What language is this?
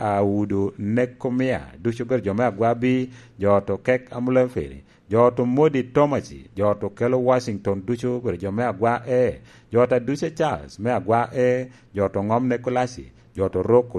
Lango (Uganda)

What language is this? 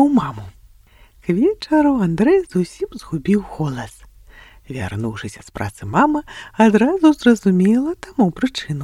Belarusian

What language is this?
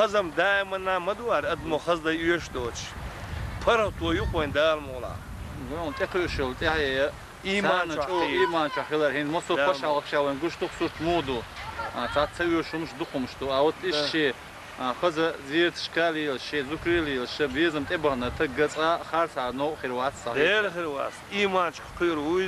Chechen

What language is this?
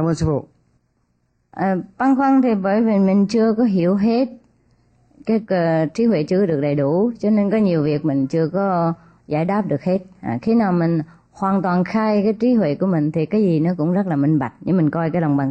Vietnamese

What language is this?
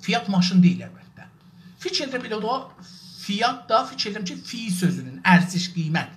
South Azerbaijani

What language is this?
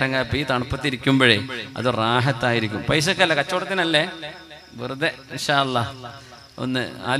Malayalam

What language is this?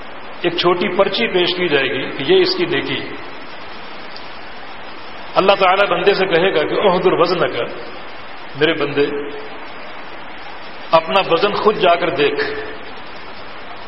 Urdu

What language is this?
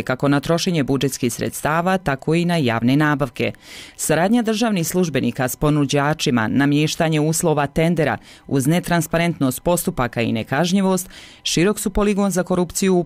Bosnian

